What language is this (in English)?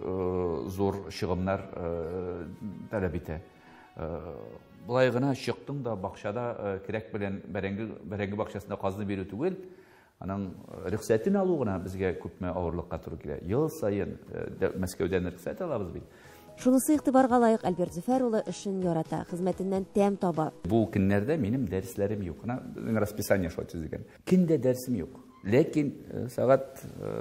Tatar